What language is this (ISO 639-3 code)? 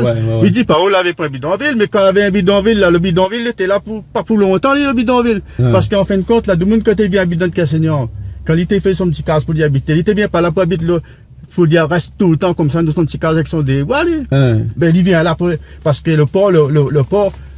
rcf